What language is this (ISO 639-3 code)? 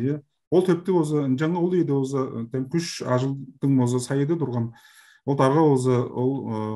tyv